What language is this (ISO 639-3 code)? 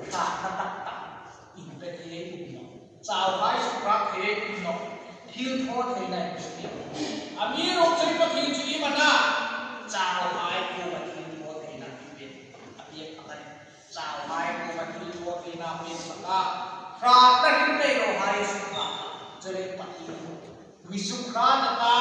hmr